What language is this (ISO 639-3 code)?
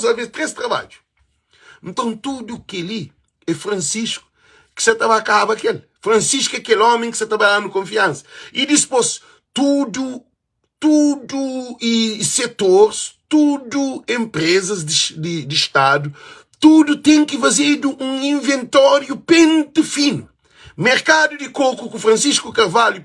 kea